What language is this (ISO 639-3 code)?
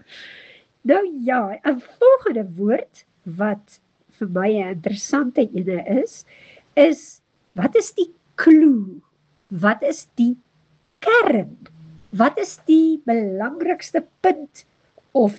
afr